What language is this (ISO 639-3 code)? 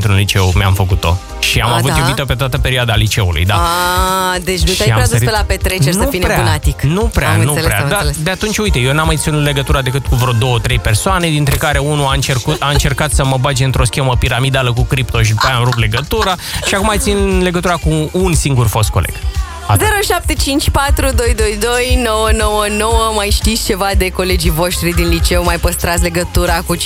ron